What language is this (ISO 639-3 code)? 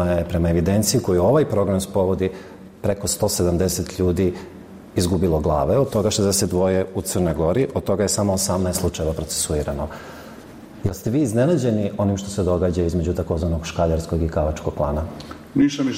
srp